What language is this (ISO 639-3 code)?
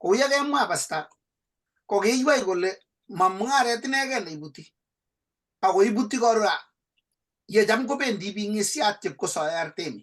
kln